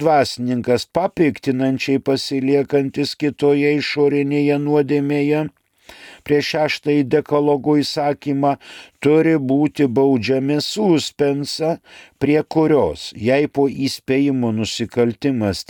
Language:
Lithuanian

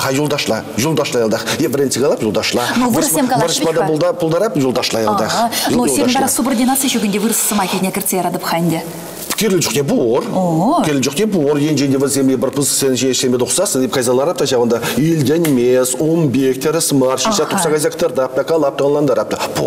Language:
Chuvash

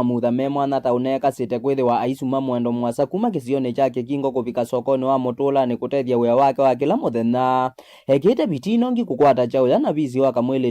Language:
Kamba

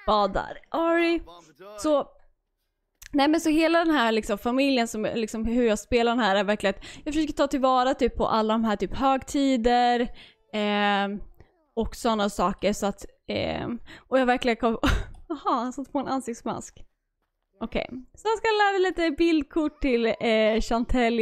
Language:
Swedish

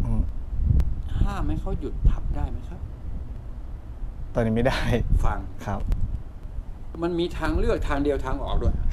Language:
Thai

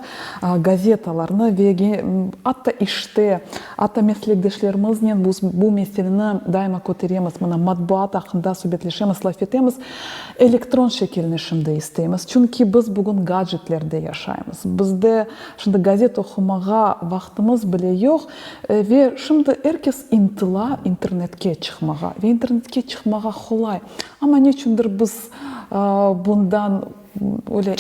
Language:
Crimean Tatar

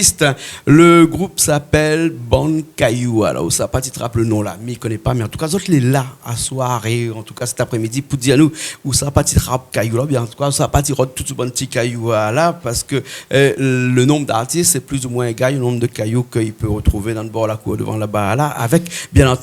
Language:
Réunion Creole French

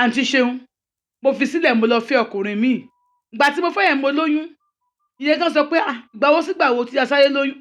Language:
Yoruba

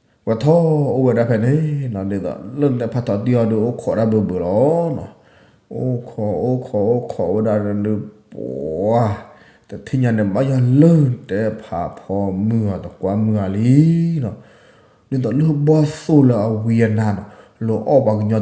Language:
S'gaw Karen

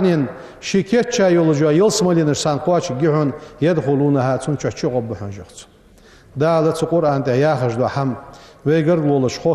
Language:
Ingush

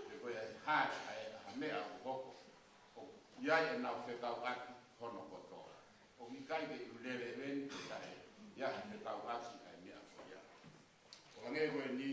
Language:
Tongan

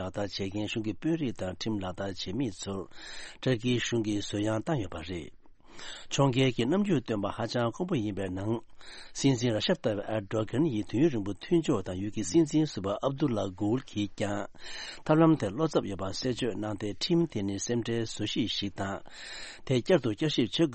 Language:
Tibetan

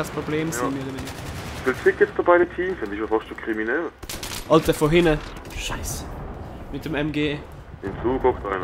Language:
Swiss German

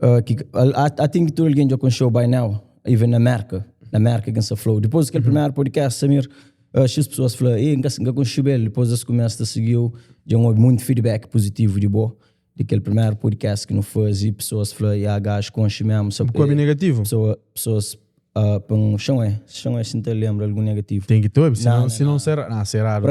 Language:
Kabuverdianu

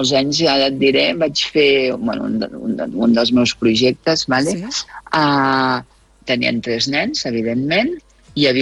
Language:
Catalan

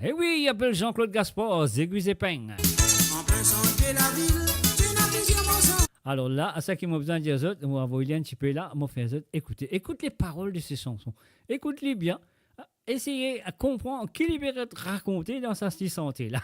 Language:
Morisyen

